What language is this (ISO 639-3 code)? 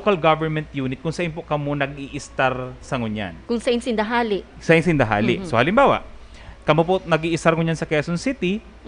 bik